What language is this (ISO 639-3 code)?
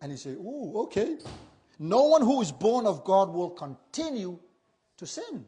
smo